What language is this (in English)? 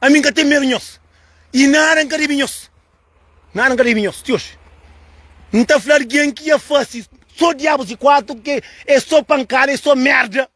Kabuverdianu